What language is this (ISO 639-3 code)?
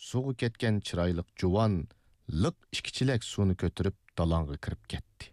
uig